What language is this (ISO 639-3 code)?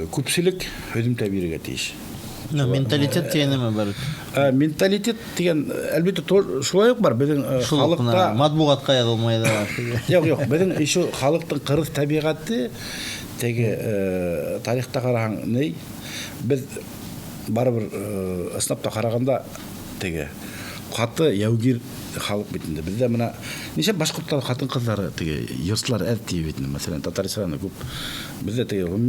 bak